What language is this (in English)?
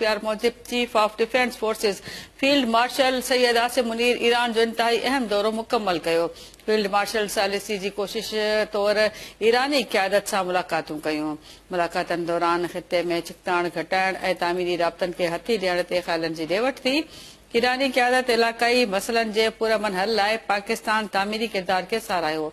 Sindhi